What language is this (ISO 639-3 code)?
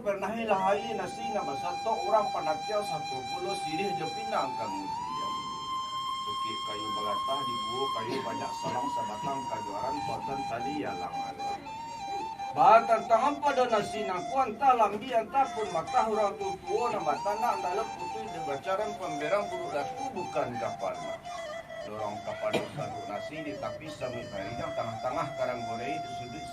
min